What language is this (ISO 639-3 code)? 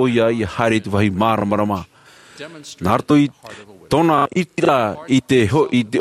tah